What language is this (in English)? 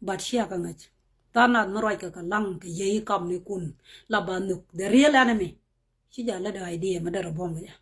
Nuer